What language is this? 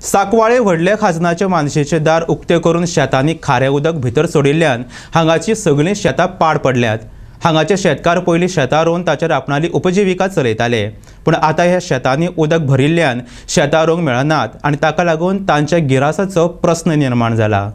Konkani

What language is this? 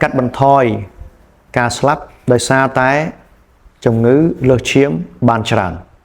Khmer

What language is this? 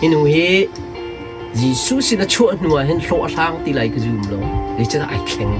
Hakha Chin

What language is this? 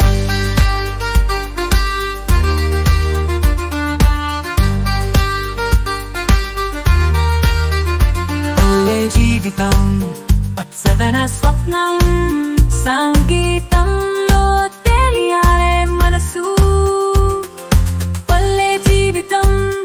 Telugu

